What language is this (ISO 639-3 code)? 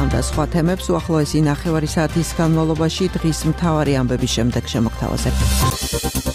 kat